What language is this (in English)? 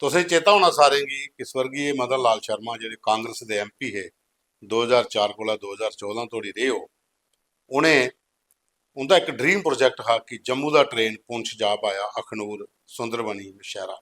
Dogri